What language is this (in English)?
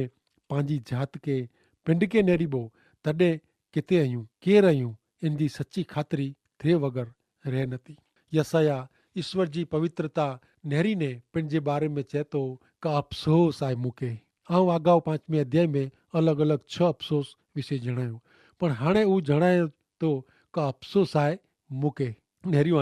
Kachhi